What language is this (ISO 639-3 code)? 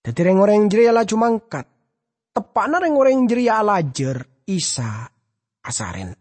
mad